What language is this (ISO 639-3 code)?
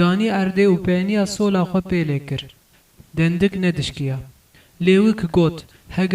kur